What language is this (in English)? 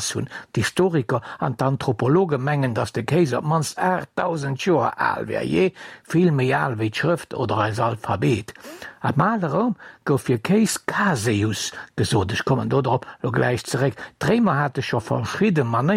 Luxembourgish